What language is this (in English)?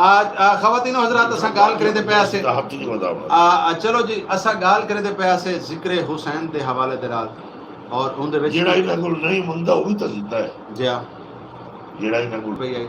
Saraiki